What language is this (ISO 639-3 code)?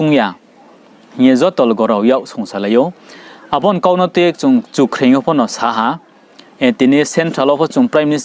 ria